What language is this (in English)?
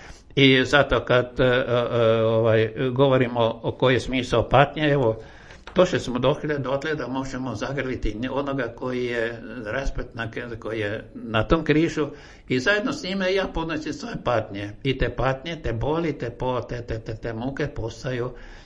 Croatian